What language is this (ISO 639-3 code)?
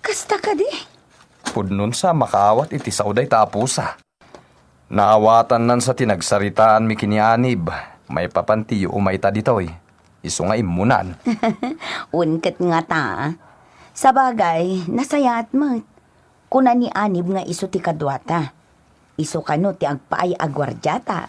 ilo